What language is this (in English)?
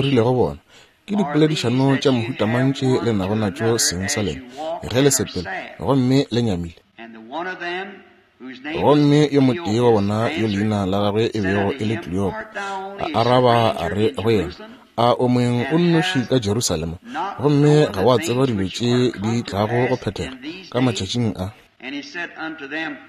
Northern Sotho